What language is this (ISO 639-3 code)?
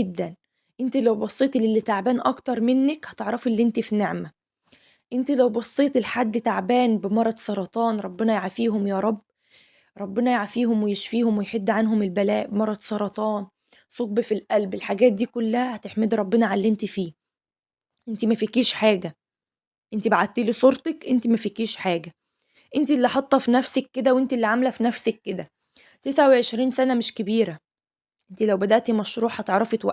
arz